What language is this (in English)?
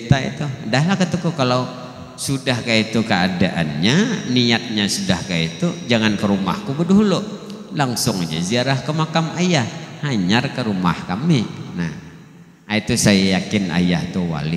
Banjar